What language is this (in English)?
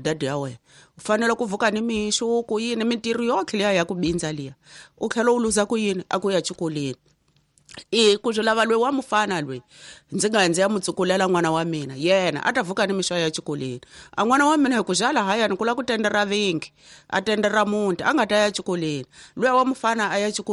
Tsonga